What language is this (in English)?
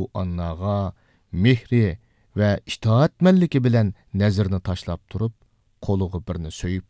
Uyghur